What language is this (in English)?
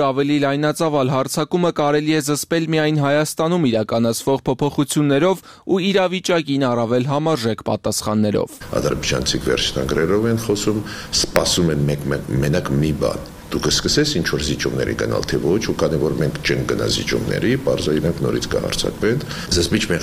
Armenian